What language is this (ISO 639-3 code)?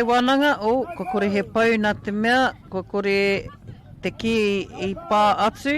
mri